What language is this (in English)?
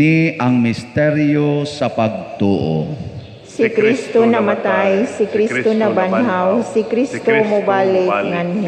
Cebuano